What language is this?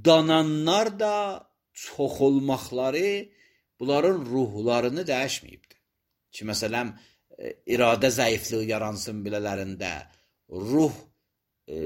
Azerbaijani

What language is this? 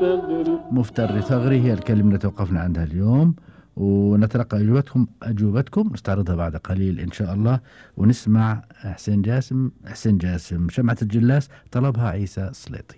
Gulf Arabic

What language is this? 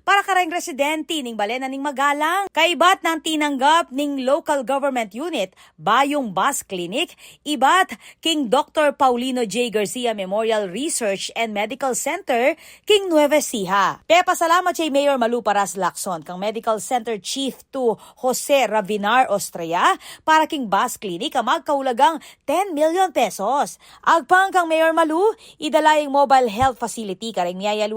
Pampanga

